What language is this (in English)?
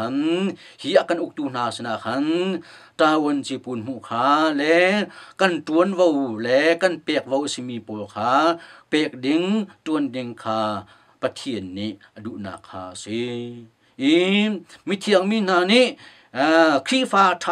Hakha Chin